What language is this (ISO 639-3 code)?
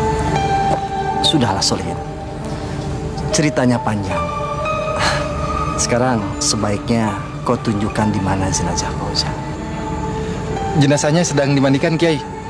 ind